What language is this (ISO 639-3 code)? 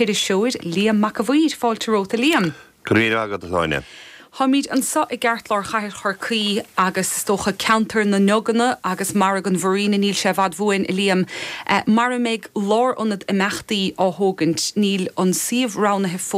gle